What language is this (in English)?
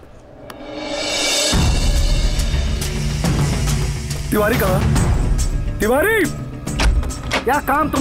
Bhojpuri